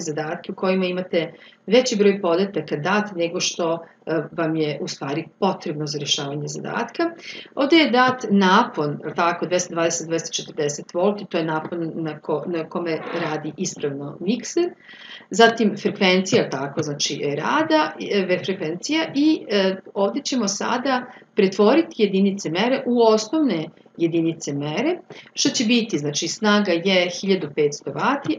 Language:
Serbian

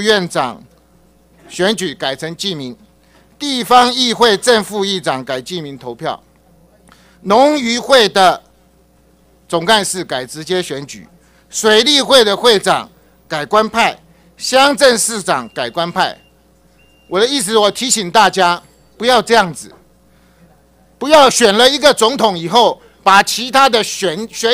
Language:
Chinese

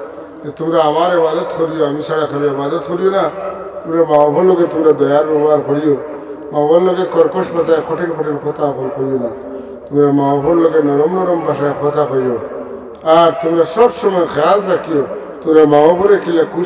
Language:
Sylheti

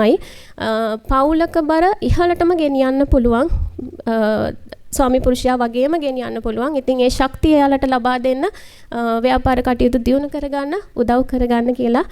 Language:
Sinhala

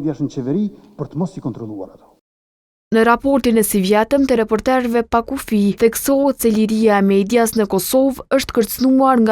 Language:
Albanian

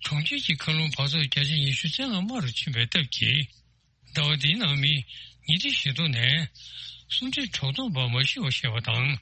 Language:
Tibetan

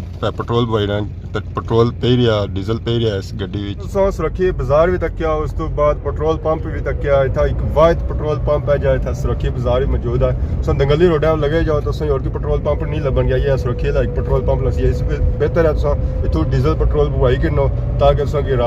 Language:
Pahari-Potwari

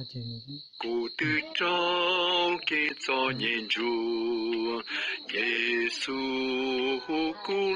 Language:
Hmong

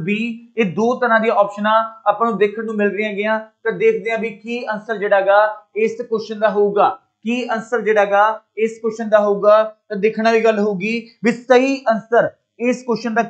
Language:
Punjabi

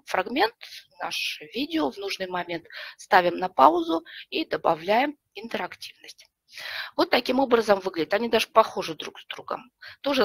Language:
Russian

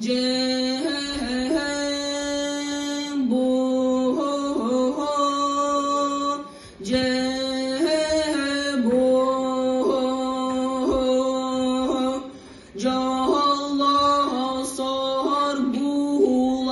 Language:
Yakut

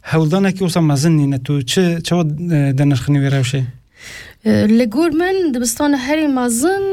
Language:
Kurdish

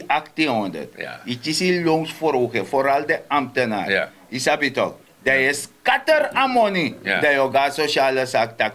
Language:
Sranan Tongo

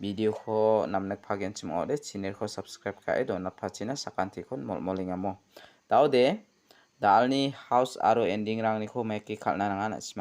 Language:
Garo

